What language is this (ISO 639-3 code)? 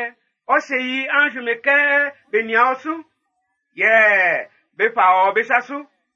bci